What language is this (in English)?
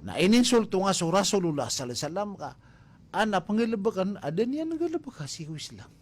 Maranao